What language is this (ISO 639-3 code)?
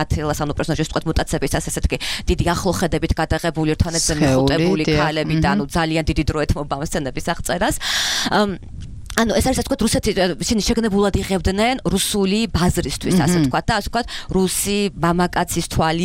kat